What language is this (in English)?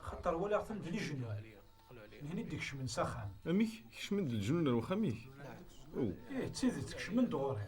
Kabyle